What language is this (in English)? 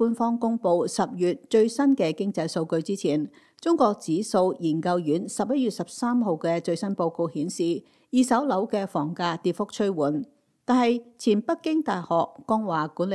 Cantonese